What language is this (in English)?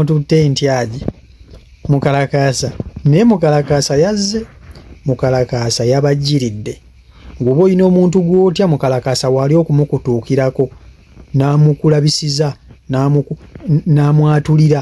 Ganda